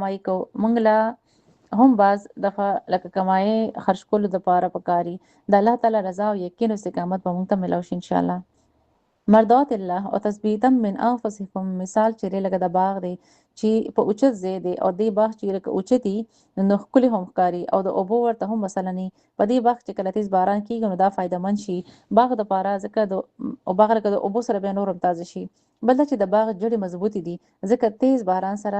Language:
Pashto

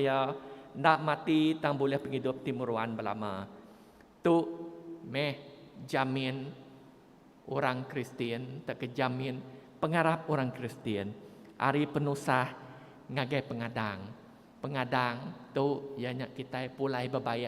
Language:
Iban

